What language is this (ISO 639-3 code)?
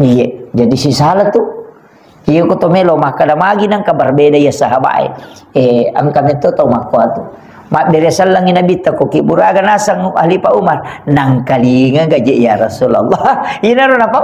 bug